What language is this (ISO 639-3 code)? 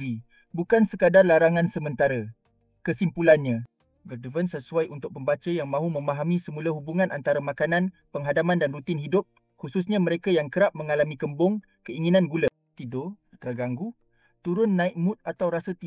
msa